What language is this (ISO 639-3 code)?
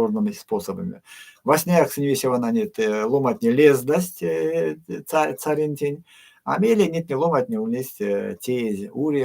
myv